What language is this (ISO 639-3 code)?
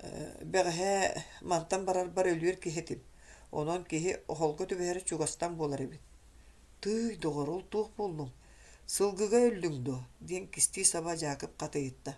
sah